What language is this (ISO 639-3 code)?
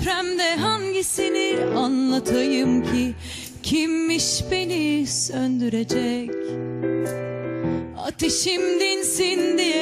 tur